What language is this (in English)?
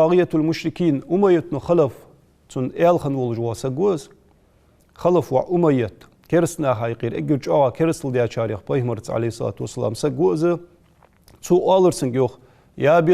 Ingush